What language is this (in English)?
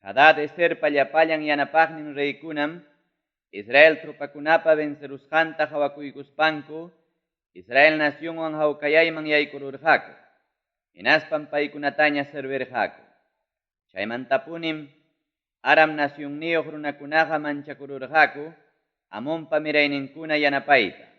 Ayacucho Quechua